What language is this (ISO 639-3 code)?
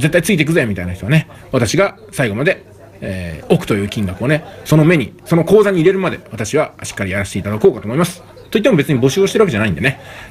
jpn